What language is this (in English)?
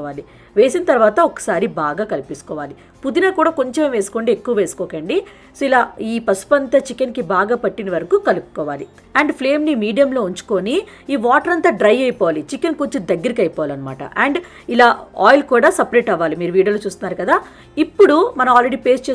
Telugu